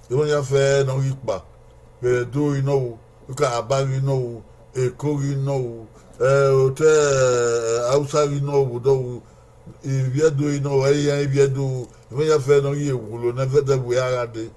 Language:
Bini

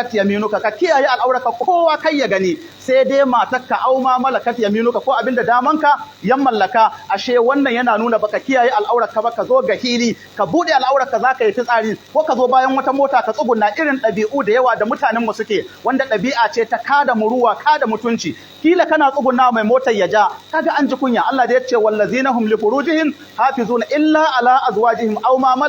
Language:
Hausa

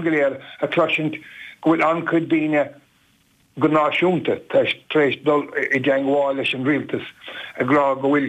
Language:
Irish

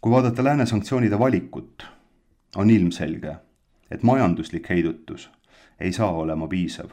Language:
Estonian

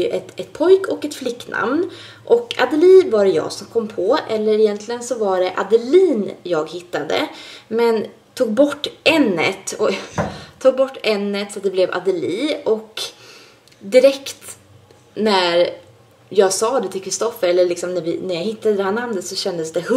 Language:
Swedish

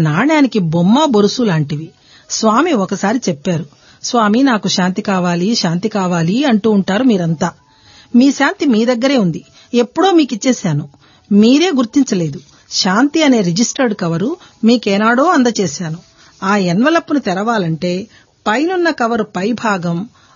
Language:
Telugu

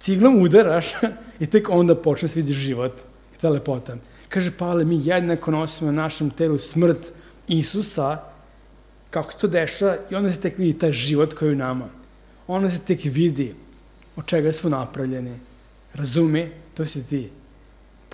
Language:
Serbian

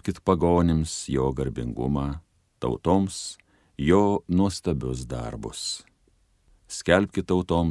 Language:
Lithuanian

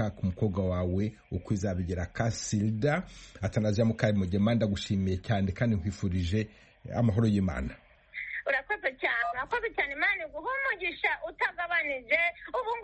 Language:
Kinyarwanda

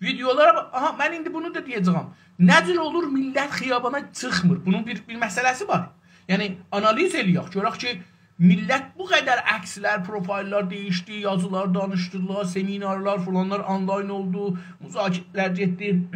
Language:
South Azerbaijani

